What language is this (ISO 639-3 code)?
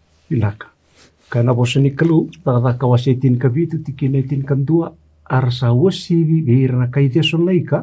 fij